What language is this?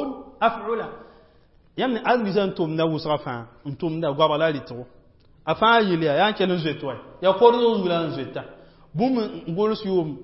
Mossi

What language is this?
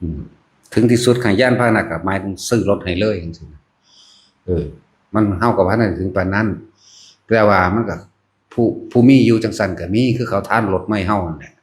Northeastern Thai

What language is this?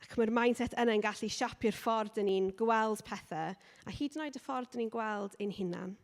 Welsh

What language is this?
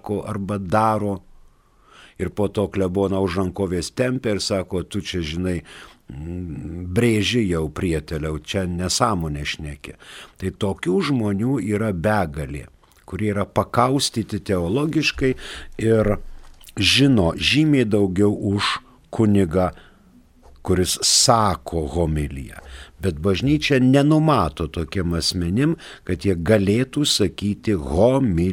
Lithuanian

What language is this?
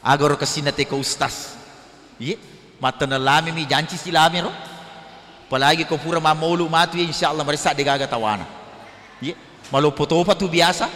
Buginese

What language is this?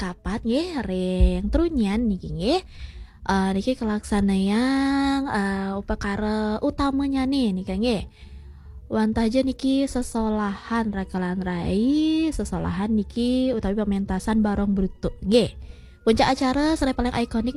Balinese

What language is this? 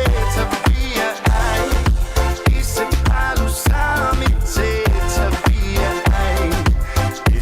Samoan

